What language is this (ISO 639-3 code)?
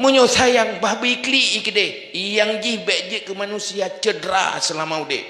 ace